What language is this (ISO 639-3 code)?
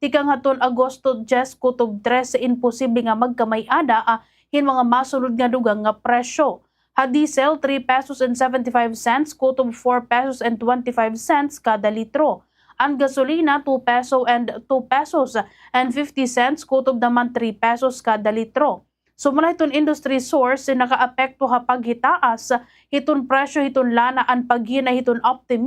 war